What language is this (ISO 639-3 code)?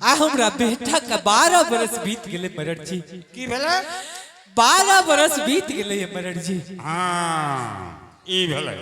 anp